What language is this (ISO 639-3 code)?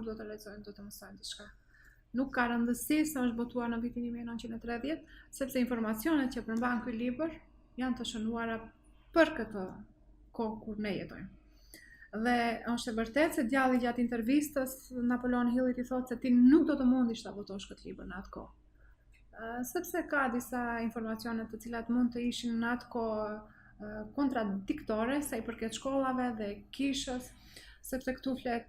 sqi